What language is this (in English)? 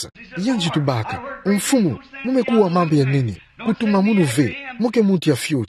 Kituba (Democratic Republic of Congo)